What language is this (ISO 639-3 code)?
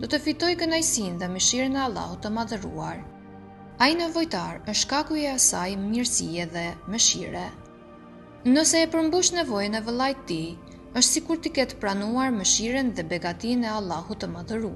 sqi